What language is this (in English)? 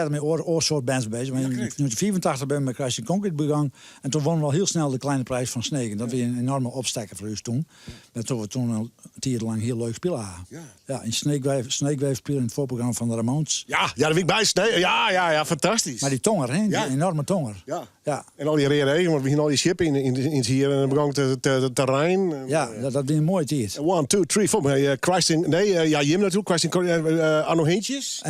Western Frisian